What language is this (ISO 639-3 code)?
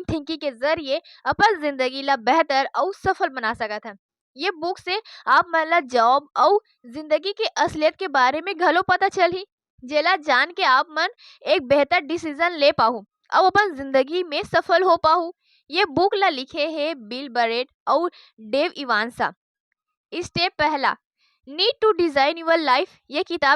hne